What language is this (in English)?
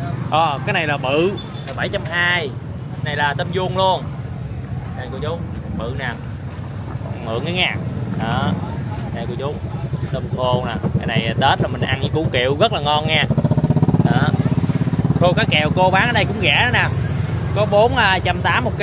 Vietnamese